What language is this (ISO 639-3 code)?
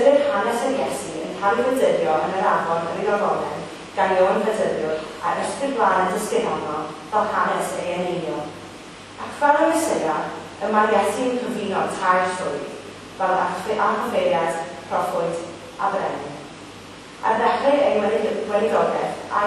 cym